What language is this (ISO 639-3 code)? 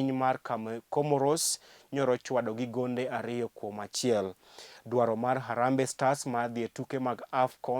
luo